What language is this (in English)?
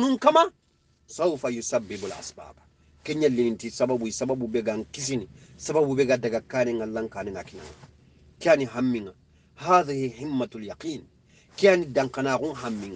Soninke